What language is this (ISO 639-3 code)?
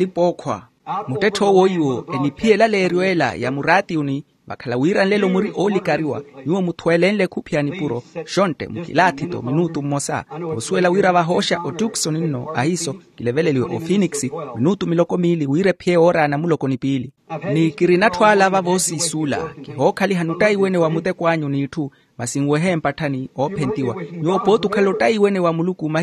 vmw